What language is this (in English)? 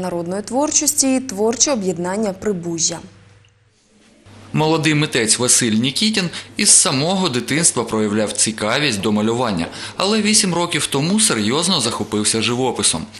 Ukrainian